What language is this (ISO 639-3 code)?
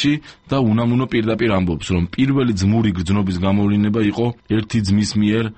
kat